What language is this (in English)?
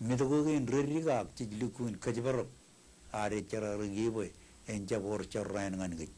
Marshallese